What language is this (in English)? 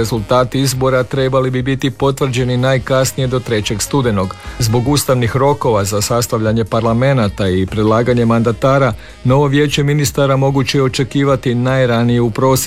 Croatian